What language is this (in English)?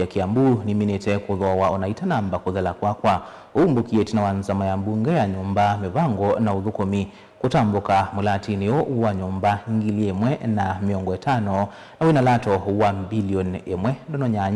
Kamba